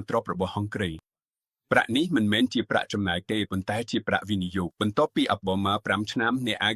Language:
Khmer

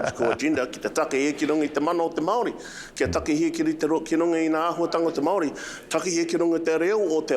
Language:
Māori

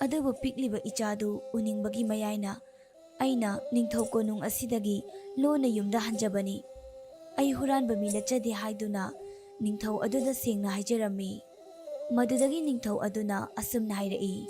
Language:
Manipuri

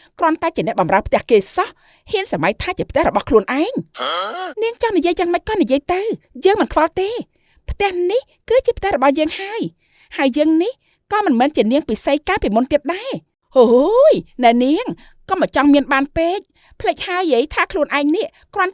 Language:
Khmer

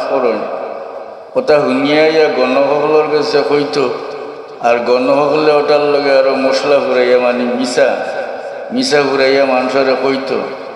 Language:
Sylheti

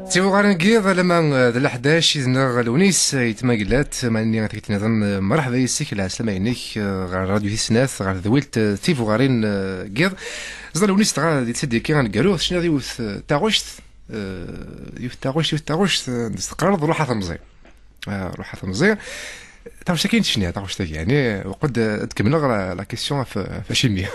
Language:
Kabyle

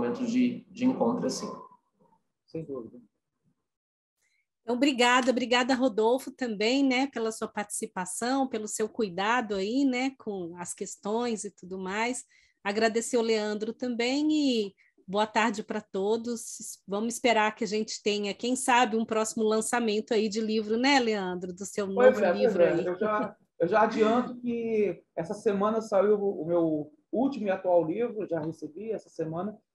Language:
Portuguese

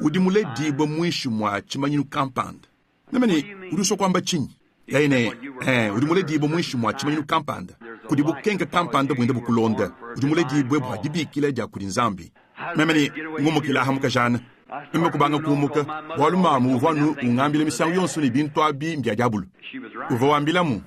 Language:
Luba-Lulua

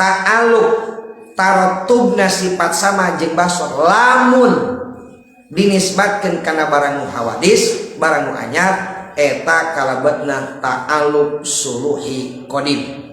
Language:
Sundanese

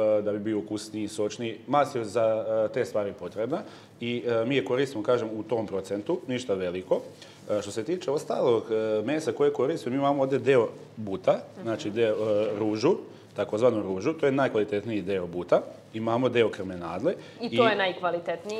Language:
Serbian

